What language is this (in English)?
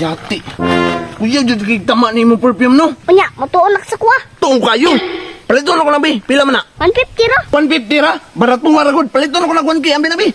Cebuano